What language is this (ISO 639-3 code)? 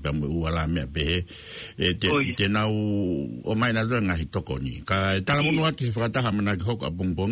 ton